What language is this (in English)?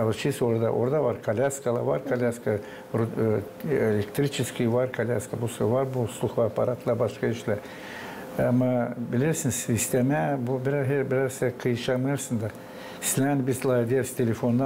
Gagauz